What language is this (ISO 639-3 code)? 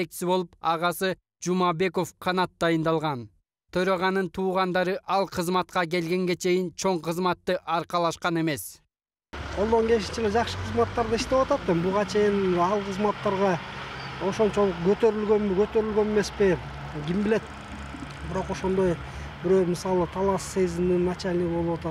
kir